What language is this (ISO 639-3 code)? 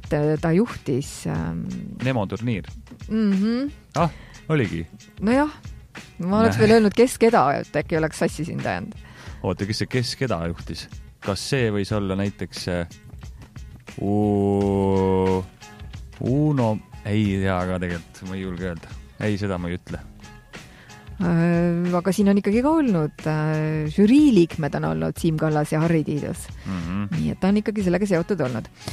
est